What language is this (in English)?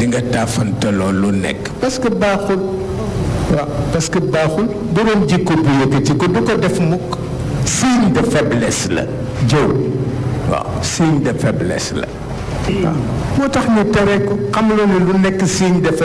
Wolof